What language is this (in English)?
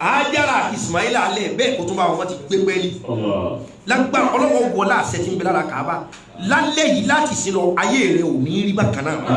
Yoruba